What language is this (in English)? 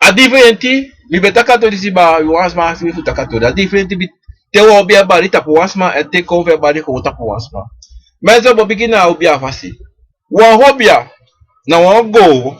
Sranan Tongo